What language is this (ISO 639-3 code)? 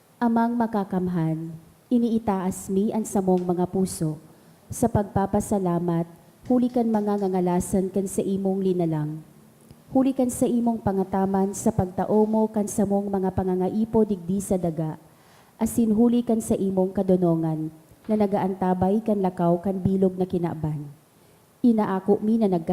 bik